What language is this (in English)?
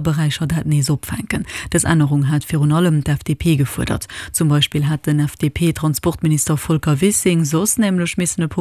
Luxembourgish